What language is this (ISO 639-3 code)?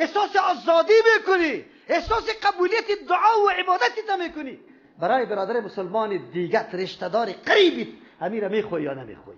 fas